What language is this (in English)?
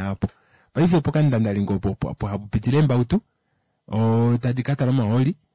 Kuanyama